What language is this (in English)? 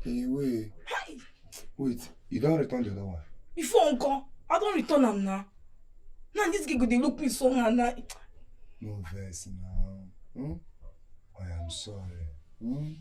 Nigerian Pidgin